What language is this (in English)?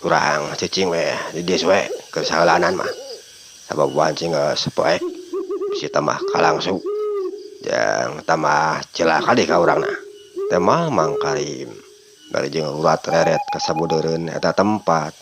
Sundanese